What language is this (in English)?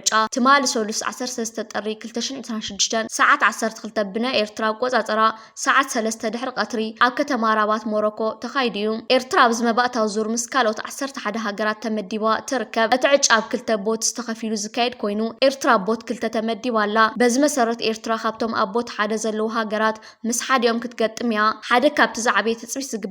Tigrinya